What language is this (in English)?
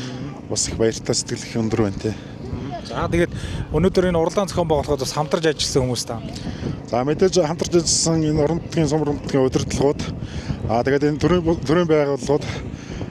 Mongolian